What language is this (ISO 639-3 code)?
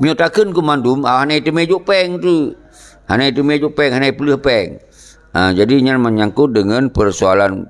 ace